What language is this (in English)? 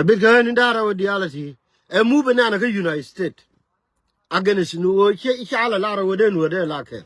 Nuer